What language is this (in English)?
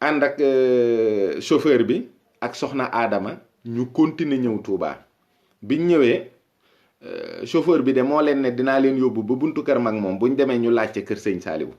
Wolof